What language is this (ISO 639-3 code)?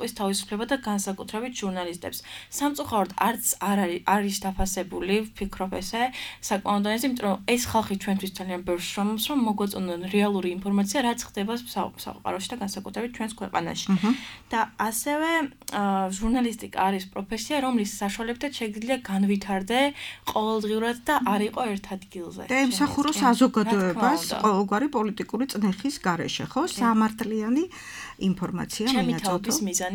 kat